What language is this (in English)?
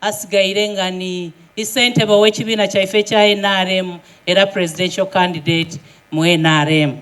Soga